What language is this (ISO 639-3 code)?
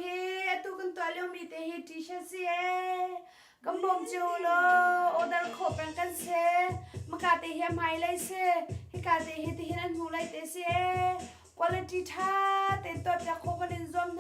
cnh